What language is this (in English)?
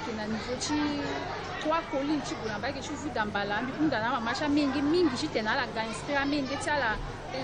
Sango